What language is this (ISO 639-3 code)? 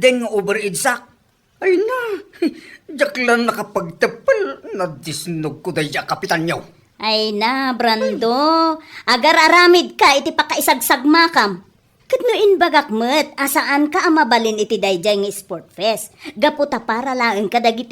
ilo